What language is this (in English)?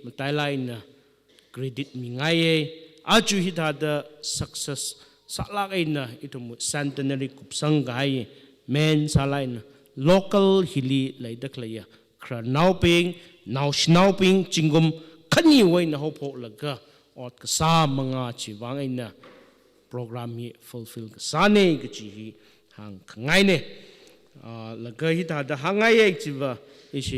Tangkhul Naga (India)